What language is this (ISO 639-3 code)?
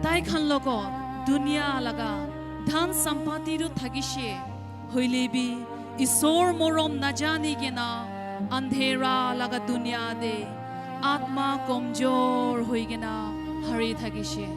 nag